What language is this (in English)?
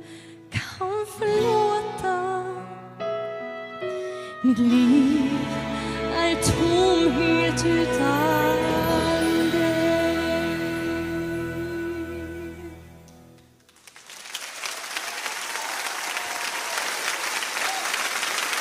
Swedish